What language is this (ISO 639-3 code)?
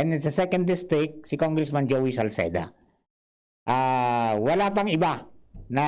bik